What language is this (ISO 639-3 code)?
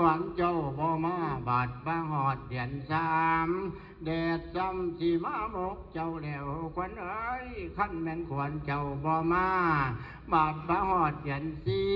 tts